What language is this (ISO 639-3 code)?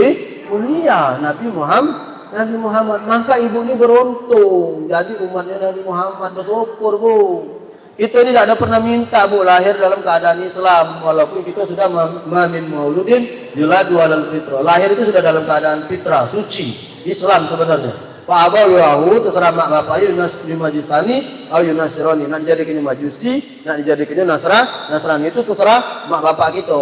mui